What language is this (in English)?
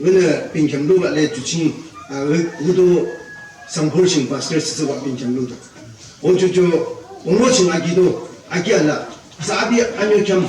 Yimchungru Naga